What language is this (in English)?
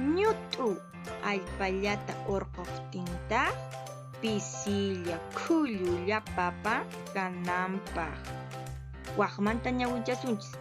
Quechua